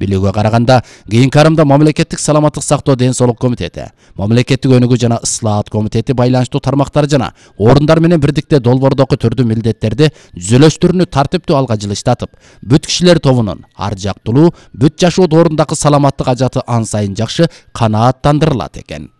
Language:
Kyrgyz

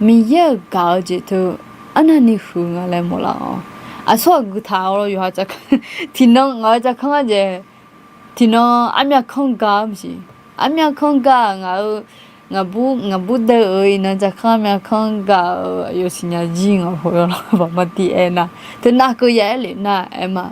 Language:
Akha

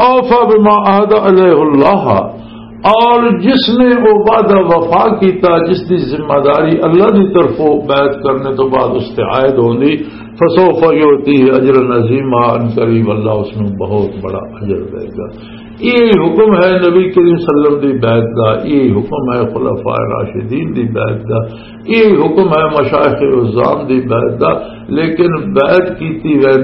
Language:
Western Panjabi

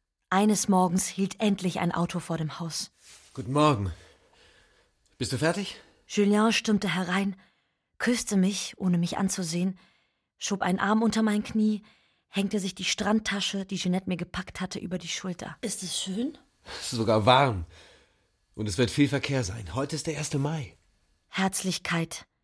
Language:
German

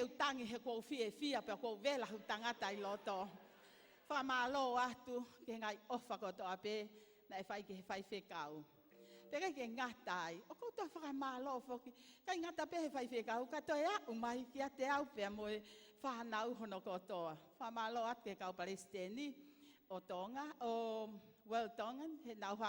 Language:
Tongan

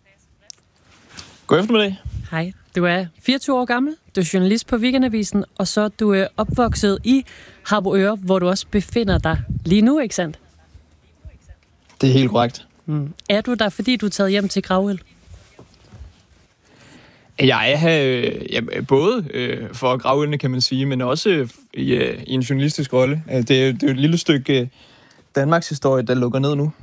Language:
Danish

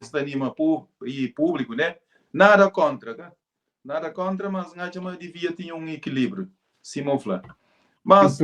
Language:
Kabuverdianu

